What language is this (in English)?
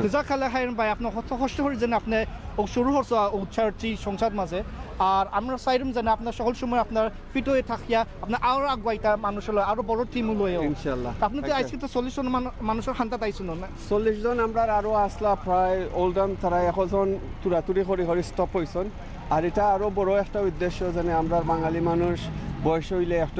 Sylheti